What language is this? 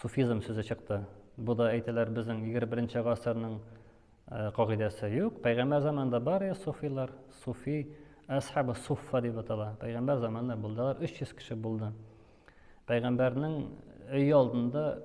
Tatar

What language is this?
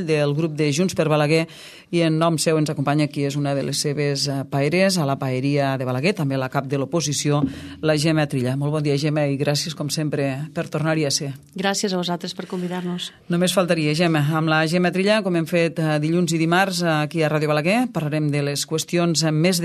Catalan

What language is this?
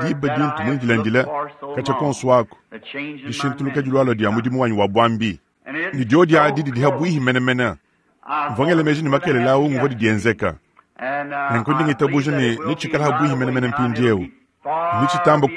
Luba-Lulua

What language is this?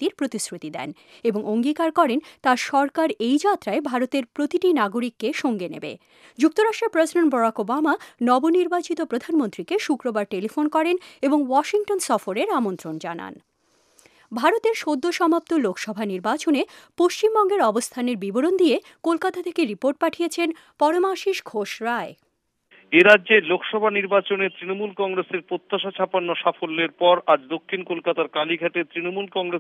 Bangla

